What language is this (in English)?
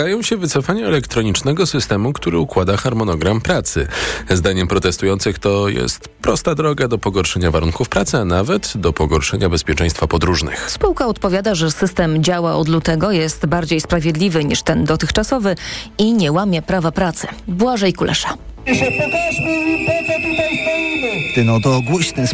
Polish